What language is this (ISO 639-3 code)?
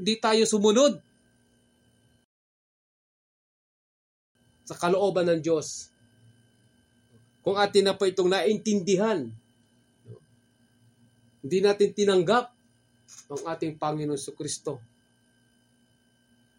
fil